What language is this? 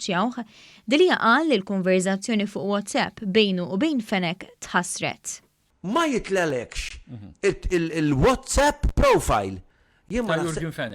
Maltese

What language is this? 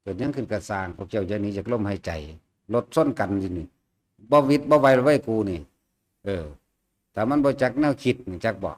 Lao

